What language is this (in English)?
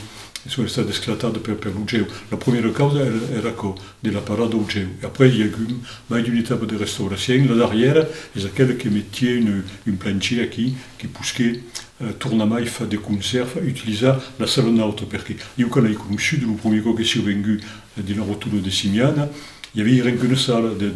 Occitan